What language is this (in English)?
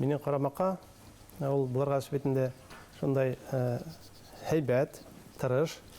Bashkir